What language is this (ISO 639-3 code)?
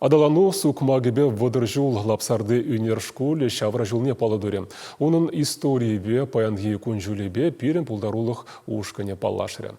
chv